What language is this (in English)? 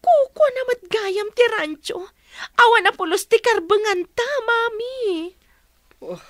Iloko